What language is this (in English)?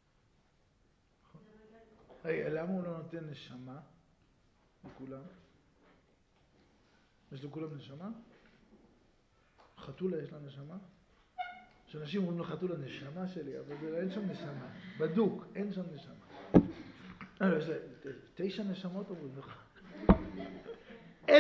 Hebrew